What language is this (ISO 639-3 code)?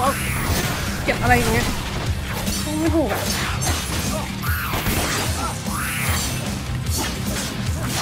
tha